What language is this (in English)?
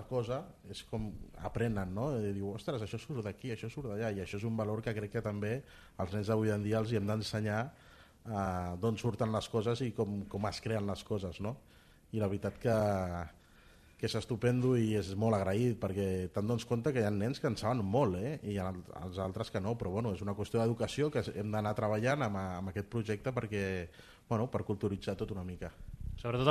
Catalan